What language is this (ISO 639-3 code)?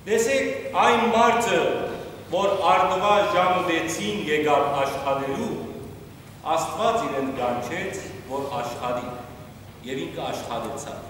hyw